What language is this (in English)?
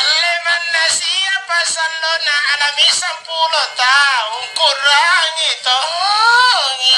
Makasar